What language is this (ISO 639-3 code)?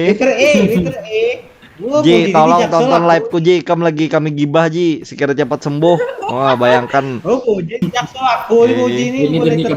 bjn